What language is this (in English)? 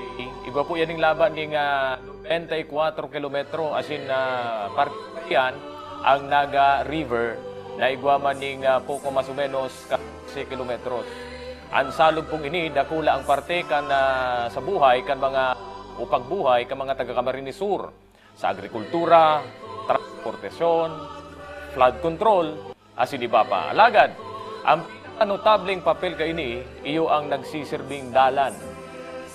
Bikol